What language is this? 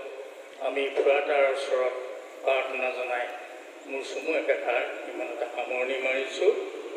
Assamese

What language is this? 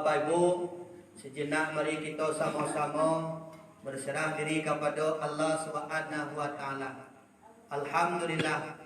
Minangkabau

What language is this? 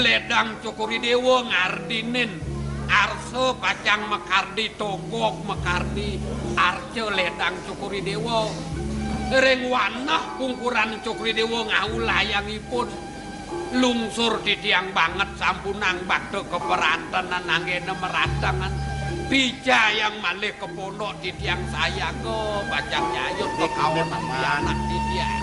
Balinese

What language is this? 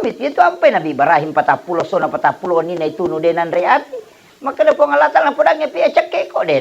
Buginese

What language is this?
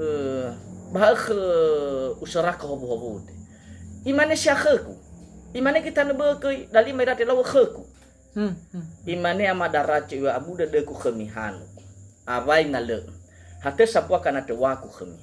Nias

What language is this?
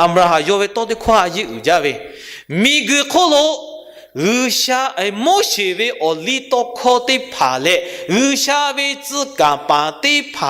Lahu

